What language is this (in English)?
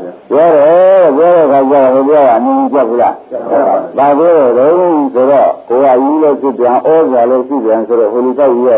Burmese